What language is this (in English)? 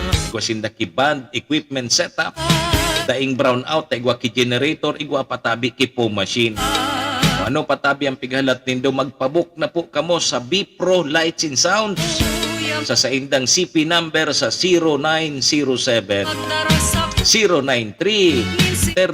Bikol